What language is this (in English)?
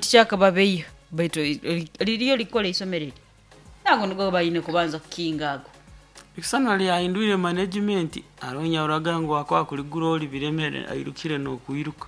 Nyankole